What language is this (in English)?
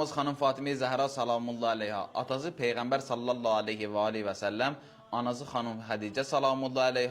Azerbaijani